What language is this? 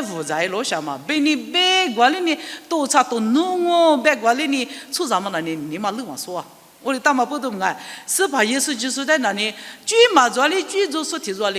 Lisu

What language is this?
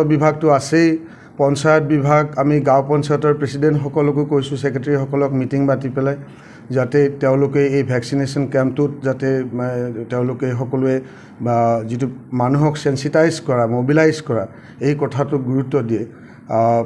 Assamese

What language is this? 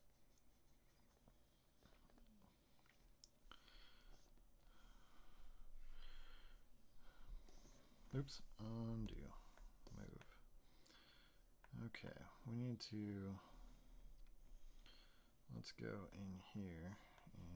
English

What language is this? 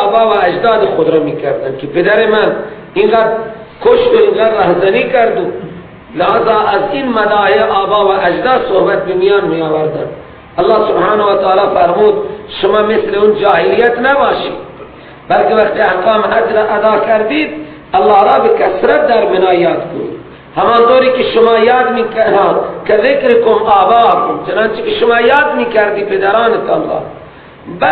Persian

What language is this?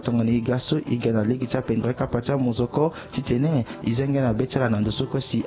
Sango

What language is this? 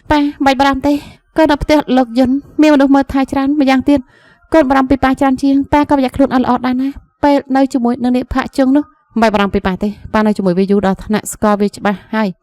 Khmer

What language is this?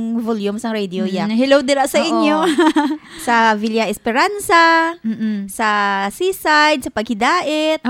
Hiligaynon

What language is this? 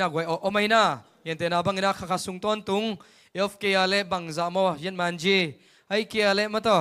Tedim Chin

